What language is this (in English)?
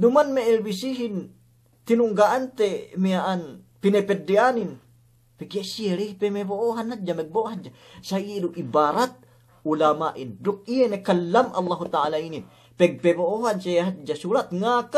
Yakan